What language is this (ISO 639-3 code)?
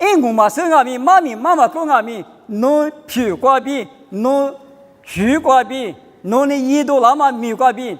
lis